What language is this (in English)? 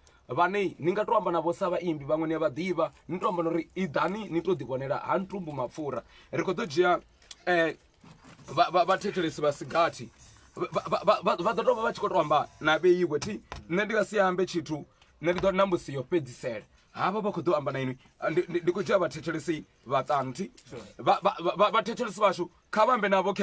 Venda